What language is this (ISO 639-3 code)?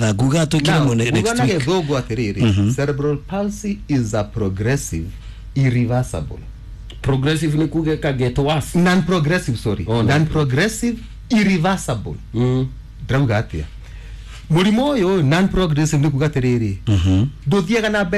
kik